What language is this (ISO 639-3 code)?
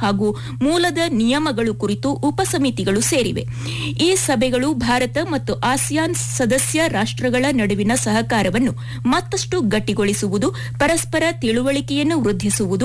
kan